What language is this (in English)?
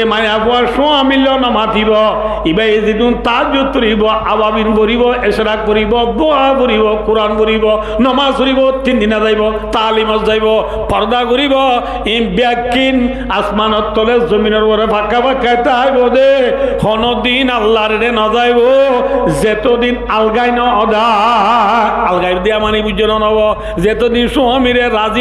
Rohingya